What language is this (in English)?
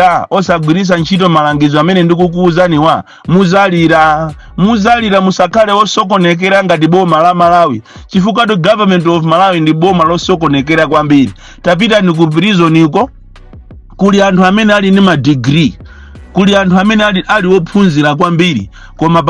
Nyanja